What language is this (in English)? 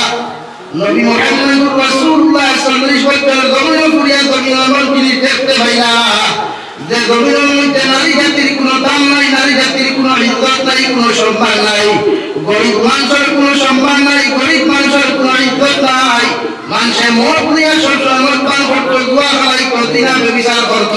Sylheti